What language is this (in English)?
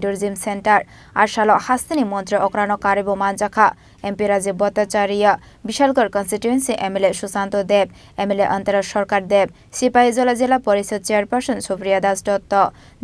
Kok Borok